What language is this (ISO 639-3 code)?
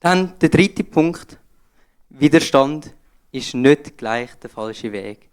gsw